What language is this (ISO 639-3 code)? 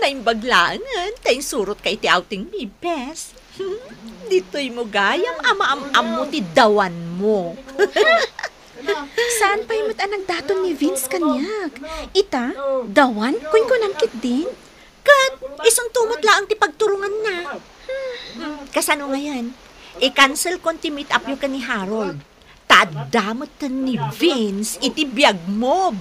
ilo